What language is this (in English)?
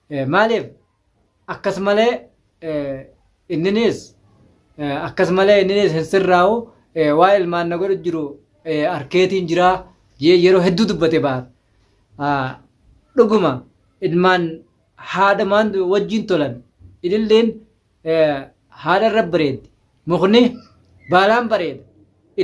Oromo